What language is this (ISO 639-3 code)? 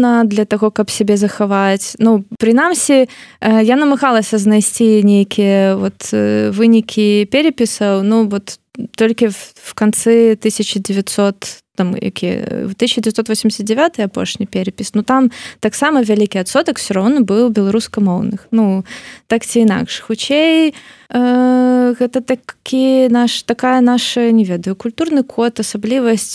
bel